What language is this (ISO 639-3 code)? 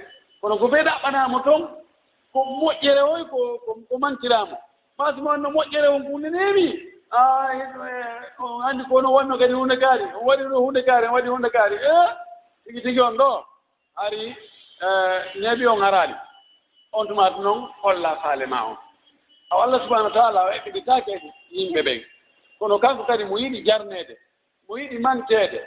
ful